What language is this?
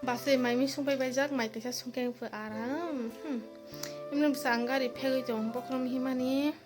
Kok Borok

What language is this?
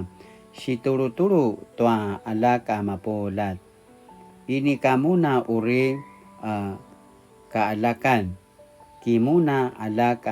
Paiwan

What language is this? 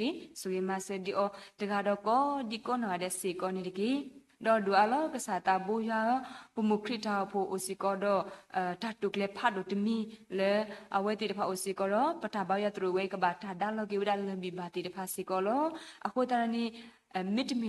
S'gaw Karen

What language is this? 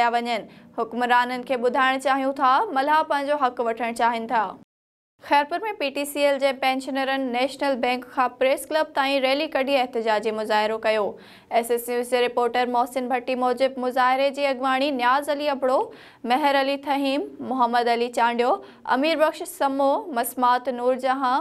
Sindhi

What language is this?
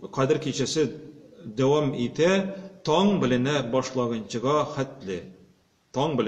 Tatar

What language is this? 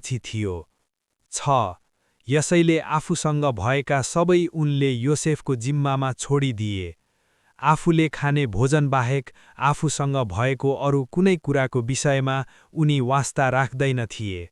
Nepali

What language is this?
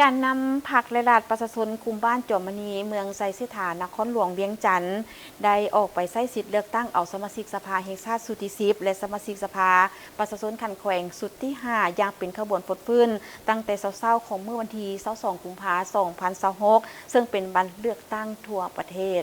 Lao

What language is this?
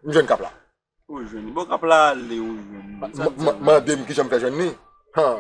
Haitian Creole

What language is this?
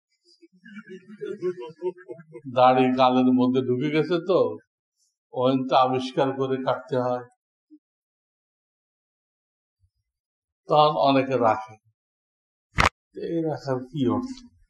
Bangla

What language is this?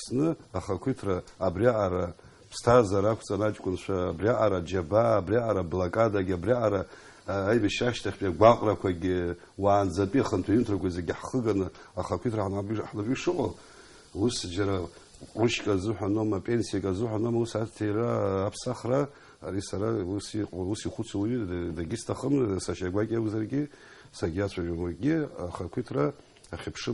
Abkhazian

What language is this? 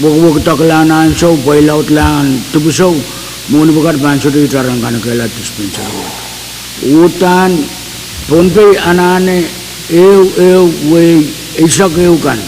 Pohnpeian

